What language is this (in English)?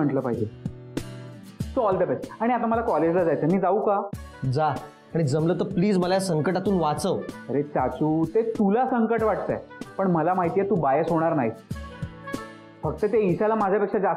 Marathi